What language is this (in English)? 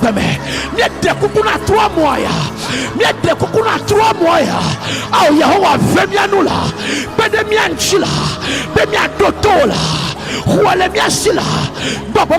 Ewe